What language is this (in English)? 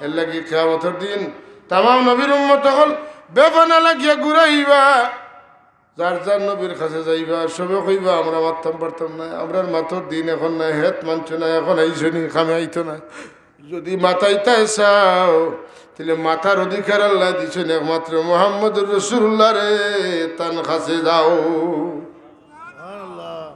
Sylheti